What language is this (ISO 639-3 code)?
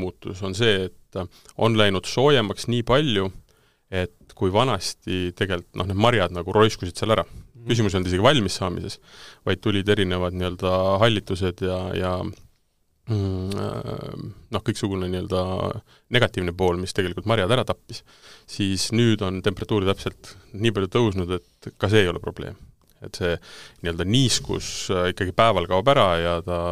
est